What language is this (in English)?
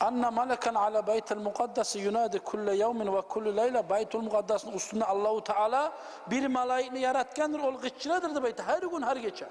Kumyk